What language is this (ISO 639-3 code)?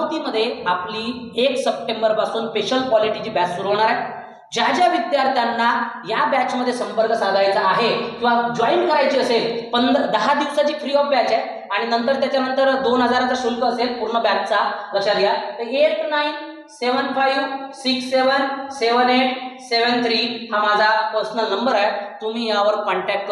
mar